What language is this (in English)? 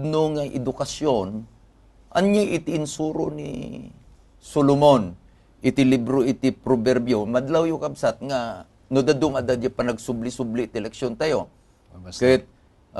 Iloko